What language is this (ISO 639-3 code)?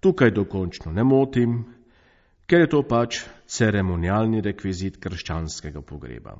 slv